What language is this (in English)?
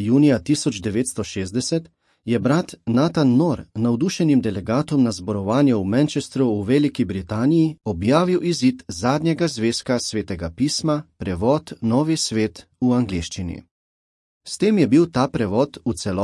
Slovenian